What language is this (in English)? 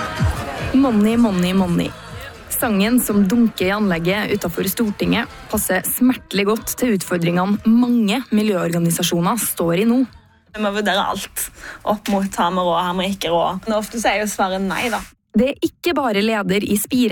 Norwegian